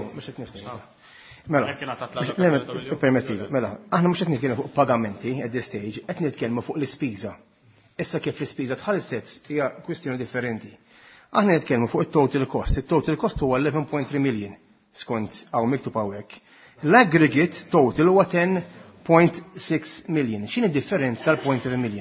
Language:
Maltese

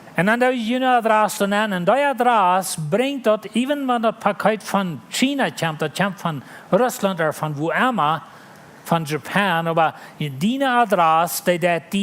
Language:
Plautdietsch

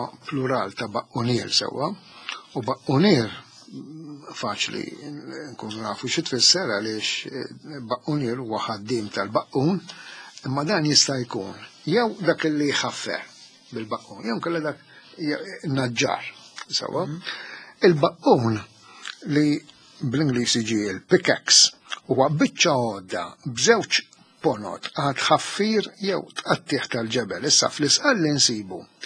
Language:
Maltese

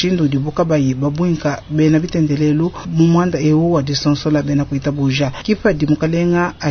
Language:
Luba-Lulua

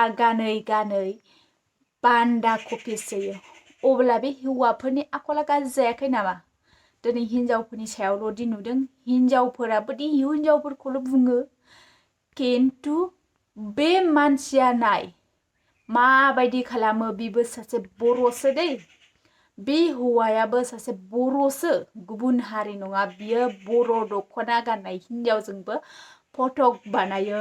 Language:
Bodo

